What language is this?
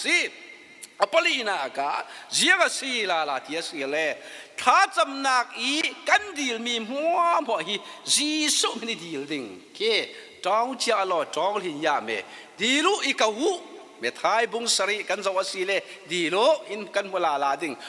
Falam Chin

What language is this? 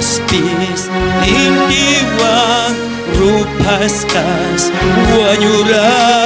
South Bolivian Quechua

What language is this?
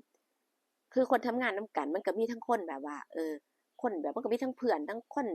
Northeastern Thai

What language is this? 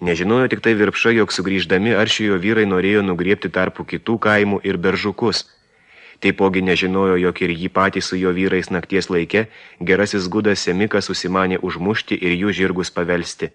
Lithuanian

